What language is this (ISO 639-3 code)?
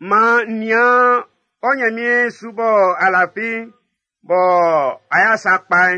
bci